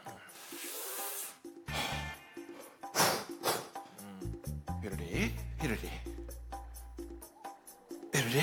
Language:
Korean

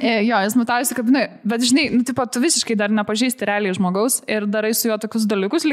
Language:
Lithuanian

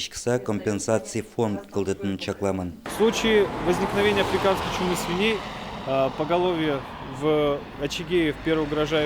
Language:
Udmurt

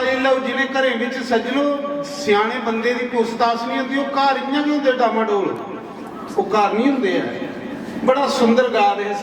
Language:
Dogri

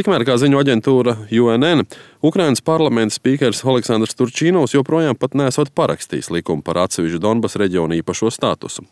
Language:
Latvian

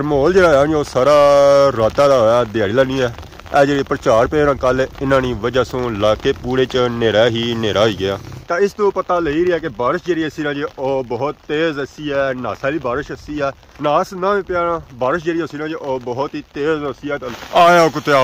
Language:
Pahari-Potwari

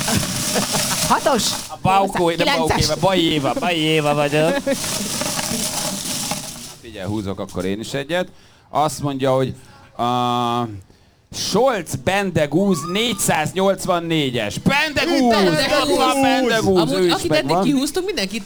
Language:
Hungarian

